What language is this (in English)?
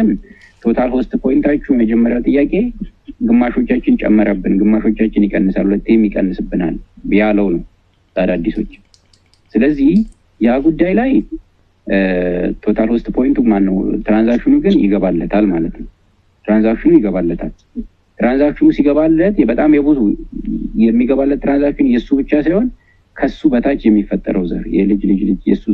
Amharic